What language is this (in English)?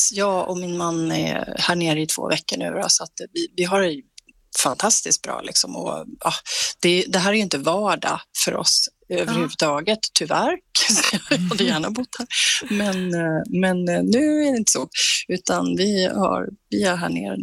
Swedish